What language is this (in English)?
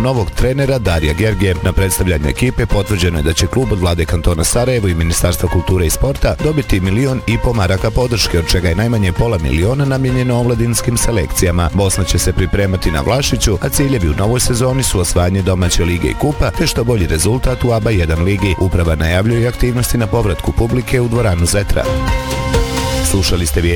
Bosnian